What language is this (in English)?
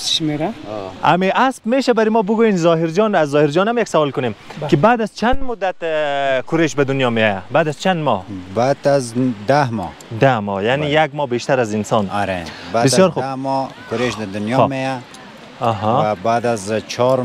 Persian